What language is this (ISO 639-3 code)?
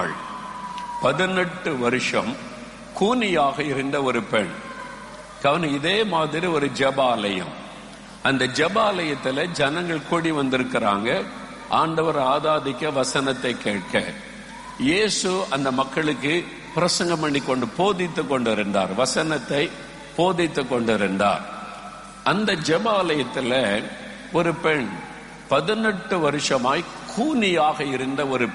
tam